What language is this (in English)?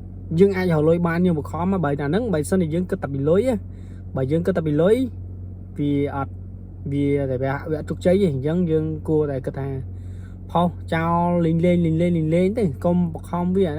Khmer